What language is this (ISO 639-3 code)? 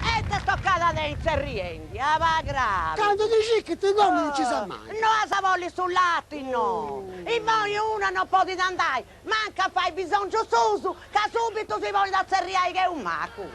srd